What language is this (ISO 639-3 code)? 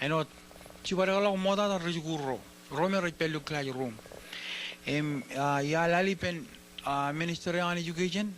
mah